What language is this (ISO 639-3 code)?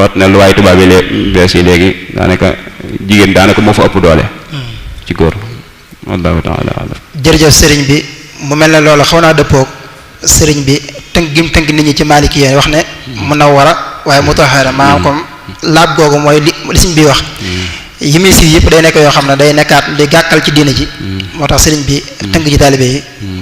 wol